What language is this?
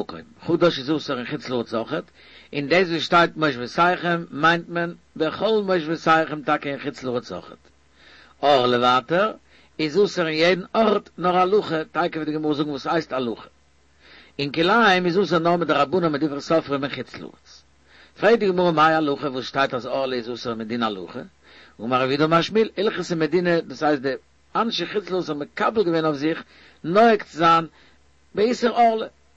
Yiddish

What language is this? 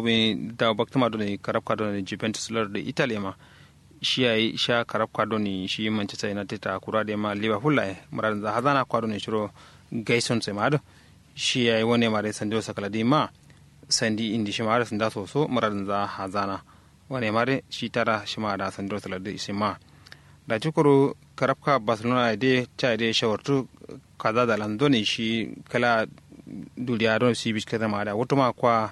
Kanuri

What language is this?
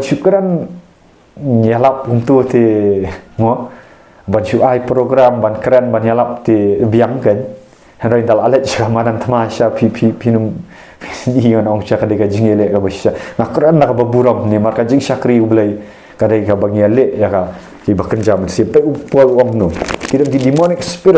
Khasi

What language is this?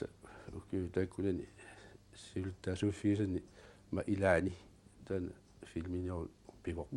Kalaallisut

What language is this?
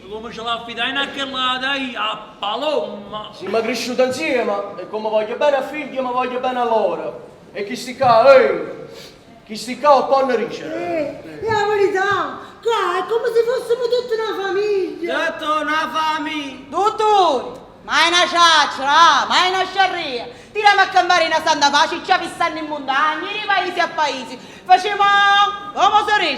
Neapolitan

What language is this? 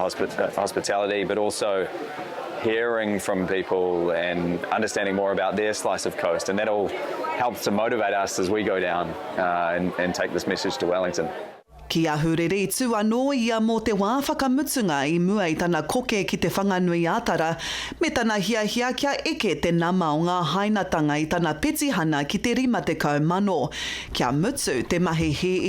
Māori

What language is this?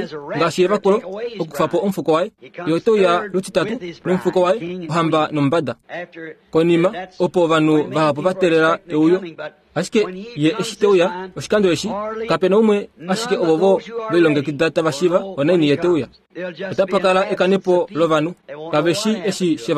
Kuanyama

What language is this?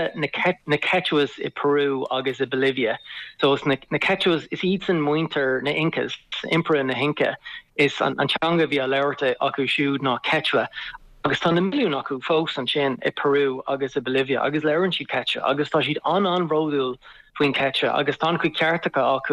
Irish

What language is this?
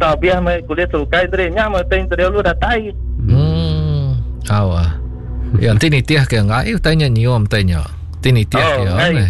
Iban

